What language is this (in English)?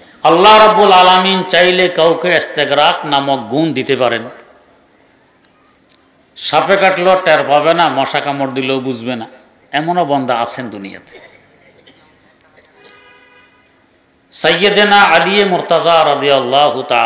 Bangla